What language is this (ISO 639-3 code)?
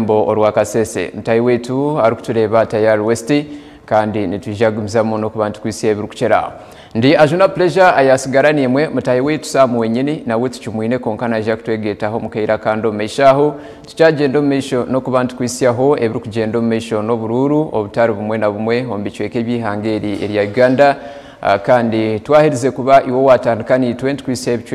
nyn